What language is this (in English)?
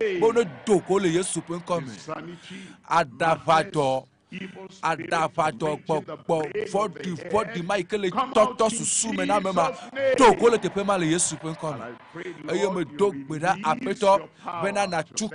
Ewe